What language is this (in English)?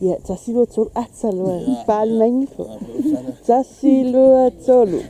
Samoan